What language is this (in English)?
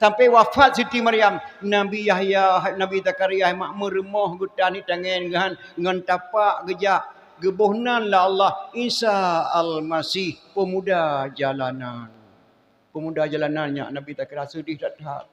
Achinese